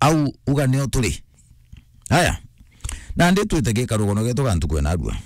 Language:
Meru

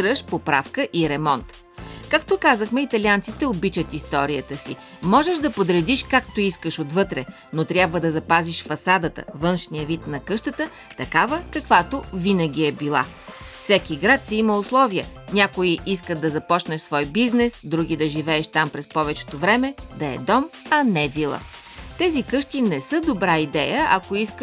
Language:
Bulgarian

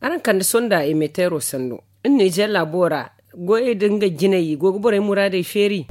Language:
Zarma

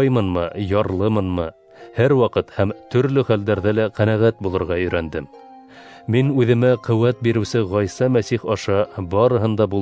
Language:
Bashkir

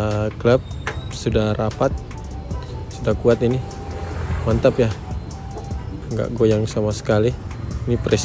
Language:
Indonesian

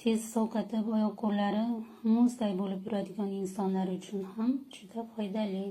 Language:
Uzbek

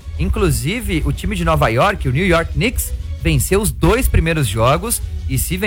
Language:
Portuguese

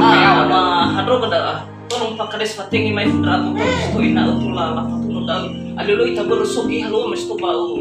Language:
Nias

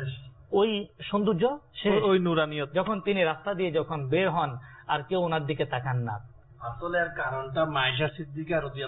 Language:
Bangla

